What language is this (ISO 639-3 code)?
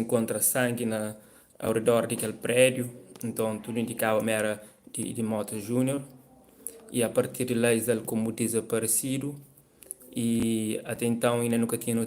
kea